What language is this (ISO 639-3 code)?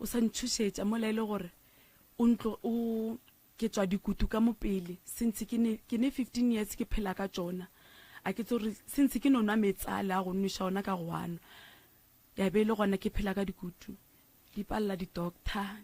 nso